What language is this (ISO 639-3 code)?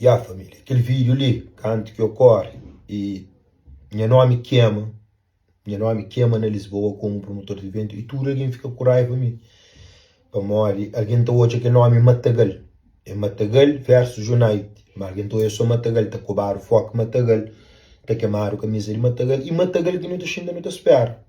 kea